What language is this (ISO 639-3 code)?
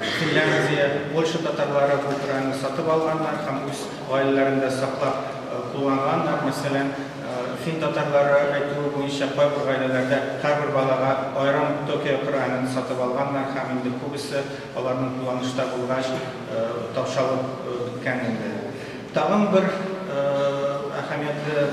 tat